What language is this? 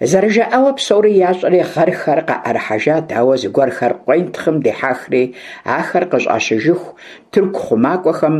Kabardian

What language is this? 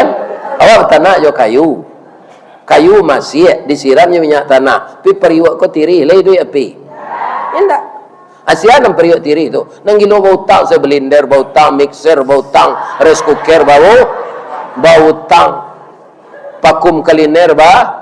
Minangkabau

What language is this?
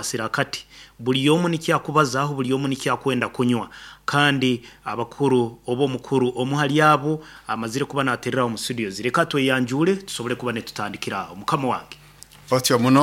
Nyankole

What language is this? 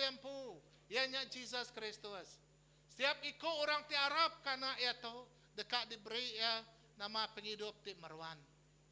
Iban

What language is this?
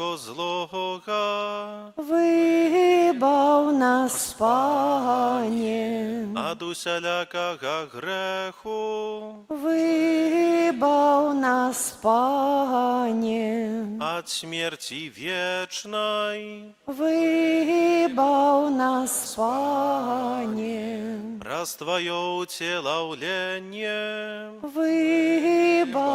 Belarusian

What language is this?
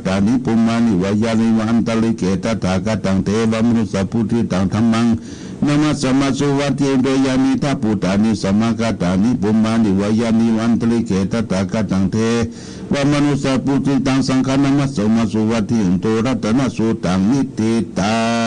Pali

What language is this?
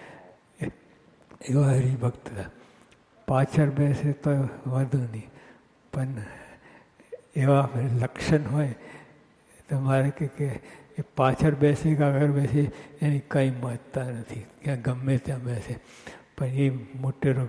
Gujarati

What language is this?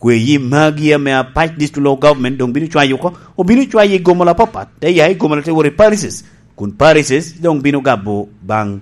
Lango (Uganda)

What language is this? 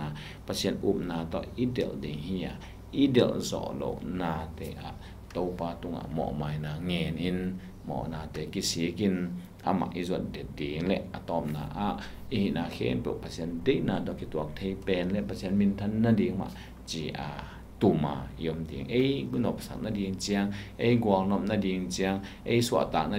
Tedim Chin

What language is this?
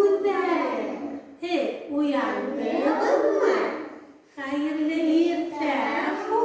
Bashkir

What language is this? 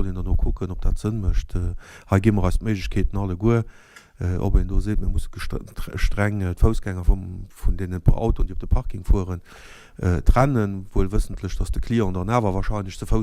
Luxembourgish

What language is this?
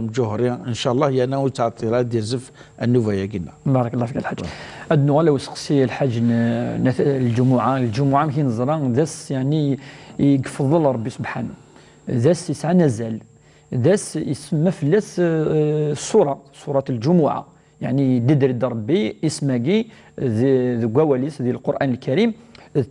Kabyle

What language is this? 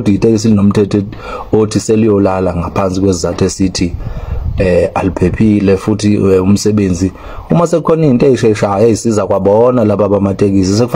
Zulu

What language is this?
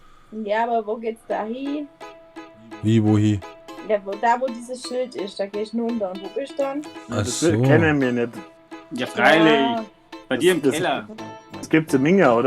Bavarian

